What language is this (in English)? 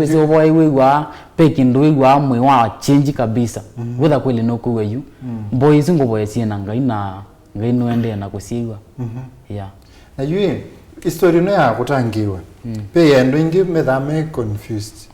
Kamba